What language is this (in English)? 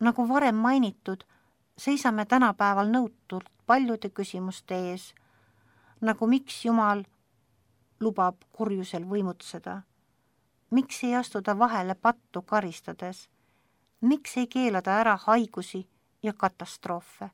Estonian